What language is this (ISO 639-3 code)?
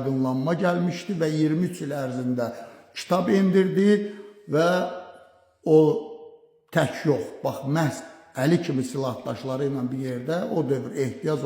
aze